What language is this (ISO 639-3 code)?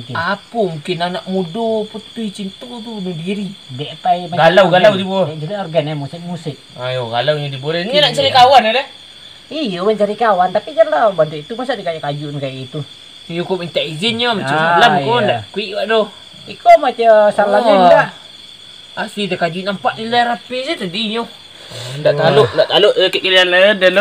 min